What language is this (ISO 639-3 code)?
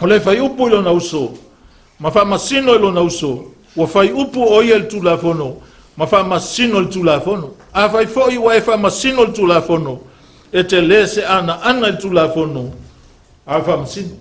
smo